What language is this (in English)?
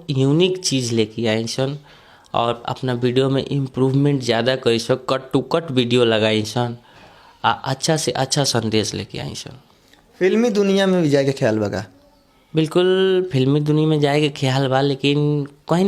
Bhojpuri